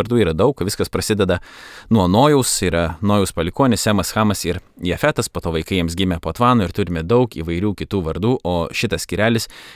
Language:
Lithuanian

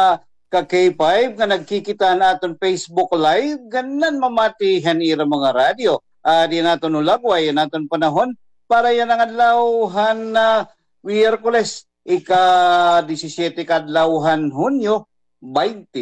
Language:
Waray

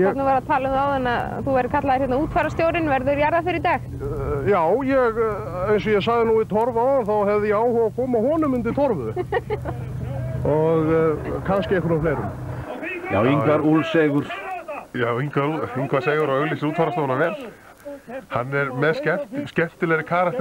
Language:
Icelandic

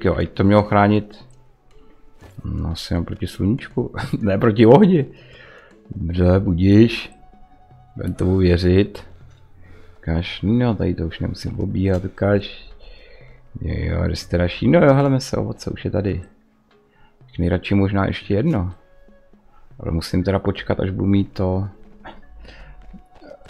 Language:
Czech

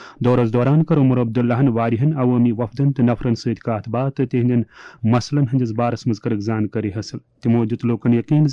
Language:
Kashmiri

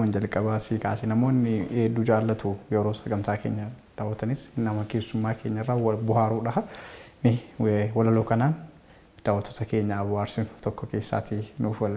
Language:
Oromo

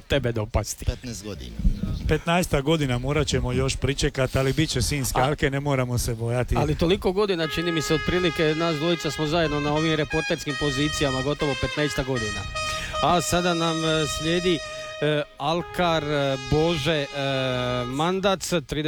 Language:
Croatian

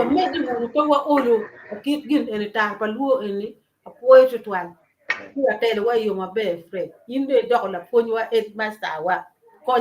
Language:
Acoli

